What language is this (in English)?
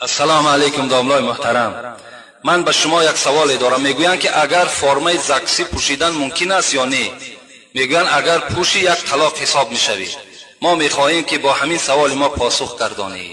Tajik